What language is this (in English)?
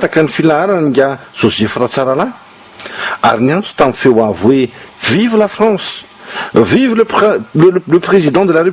Malagasy